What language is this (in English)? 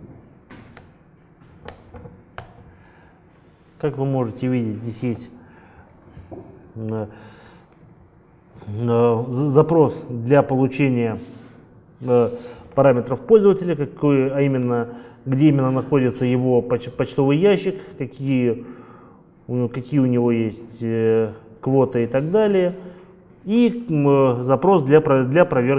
Russian